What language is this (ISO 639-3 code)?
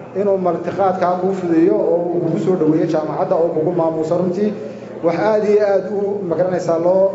som